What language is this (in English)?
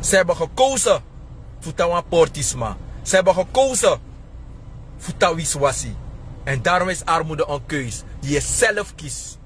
Sranan Tongo